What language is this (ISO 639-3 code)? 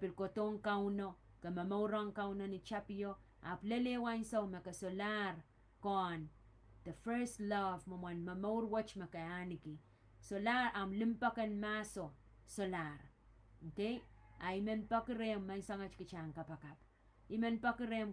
pon